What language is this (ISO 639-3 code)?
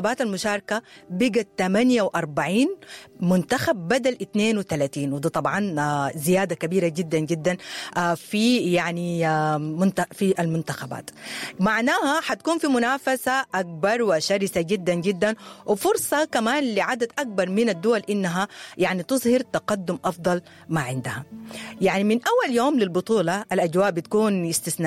apd